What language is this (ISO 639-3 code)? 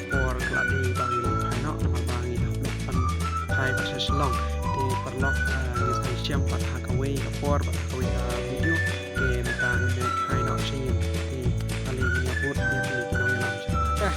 kha